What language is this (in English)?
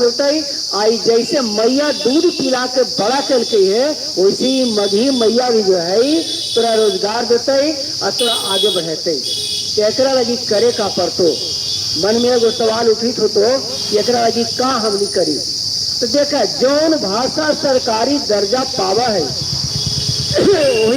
Magahi